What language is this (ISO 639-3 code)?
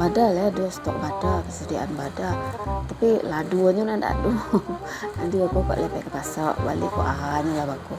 min